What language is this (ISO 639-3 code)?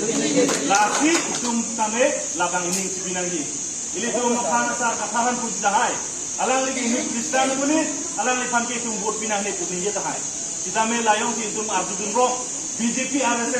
mjw